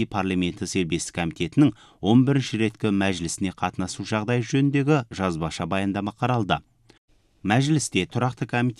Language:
Kazakh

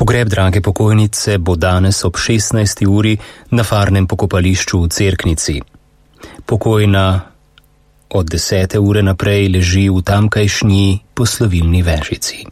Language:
Slovenian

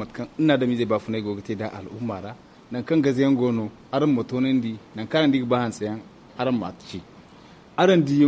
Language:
Zarma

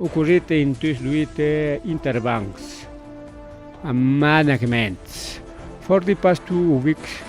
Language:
Ayacucho Quechua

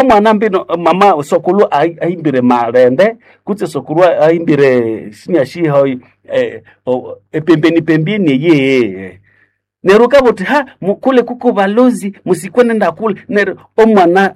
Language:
Nande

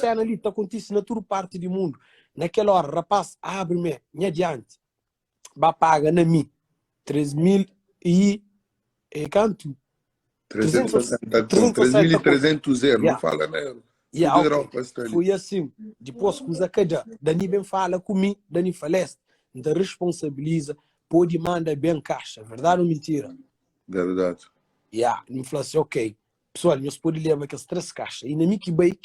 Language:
Kabuverdianu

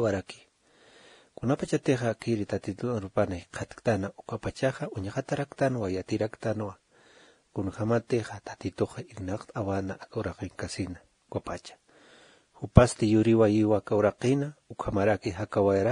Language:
Aymara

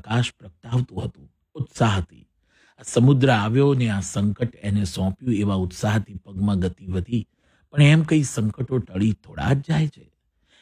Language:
Gujarati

